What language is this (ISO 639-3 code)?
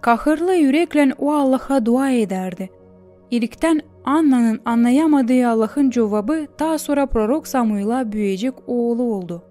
gag